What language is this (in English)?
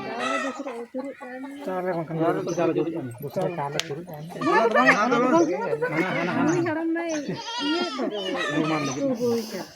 Santali